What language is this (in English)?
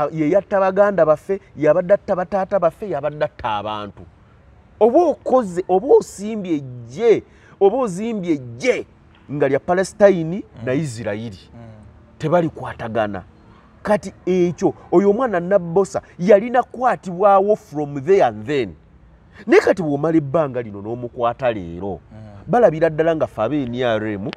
Ganda